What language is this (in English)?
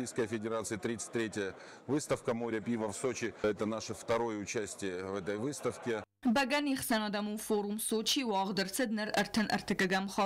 Ossetic